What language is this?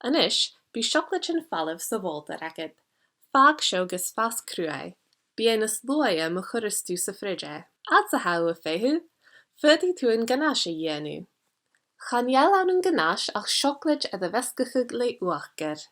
Scottish Gaelic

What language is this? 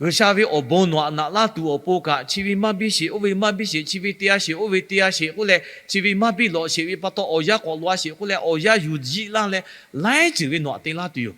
Lahu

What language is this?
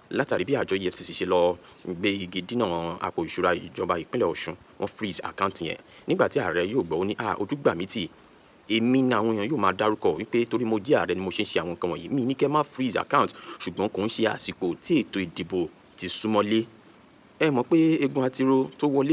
Yoruba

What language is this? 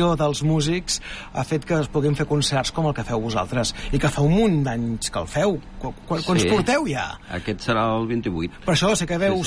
Catalan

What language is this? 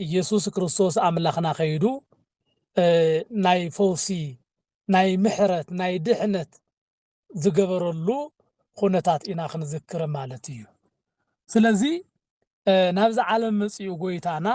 Tigrinya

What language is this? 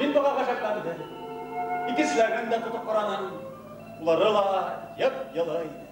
Bashkir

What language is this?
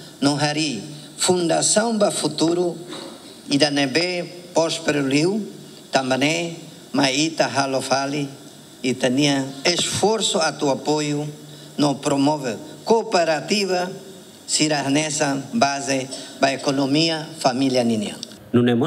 Tetum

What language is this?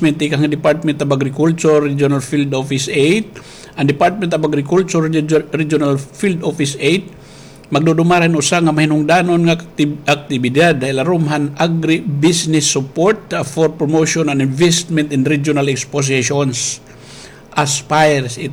Waray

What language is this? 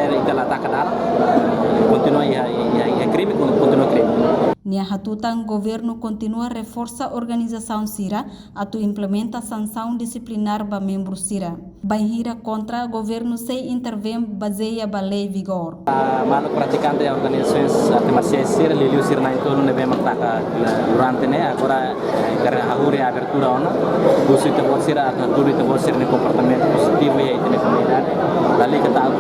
Tetum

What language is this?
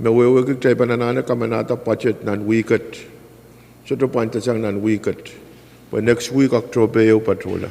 Pohnpeian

